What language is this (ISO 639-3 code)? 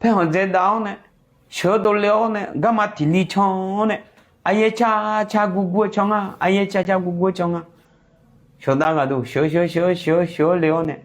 ahk